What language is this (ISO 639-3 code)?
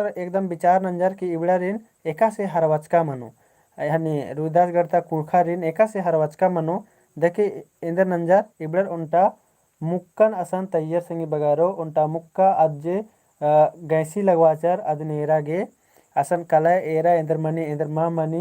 kru